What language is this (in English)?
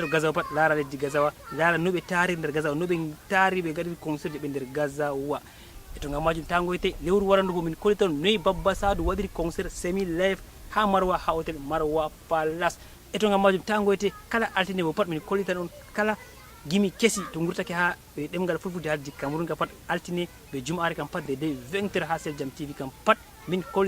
Fula